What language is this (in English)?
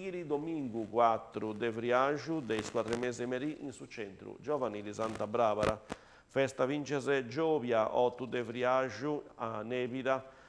Sardinian